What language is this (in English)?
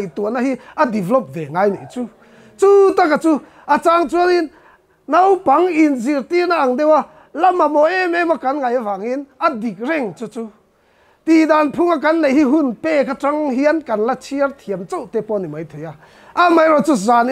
Mizo